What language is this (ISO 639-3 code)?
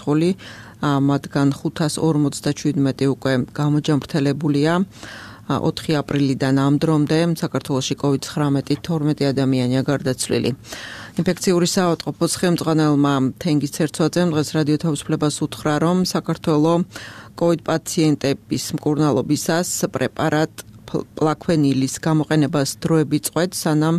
kat